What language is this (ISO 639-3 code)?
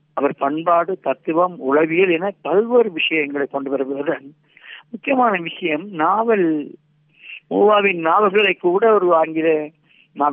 tam